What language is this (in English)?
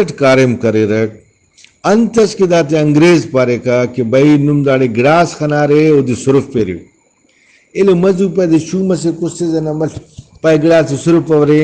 Brahui